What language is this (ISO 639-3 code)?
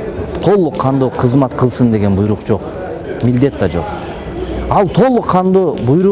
kir